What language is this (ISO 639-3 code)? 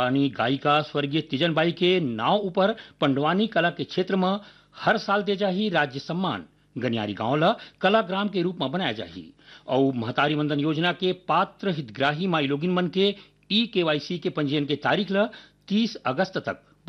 hne